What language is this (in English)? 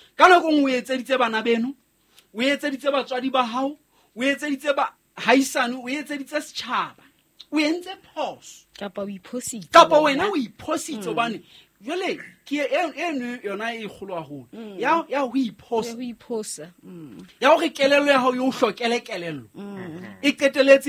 Southern Sotho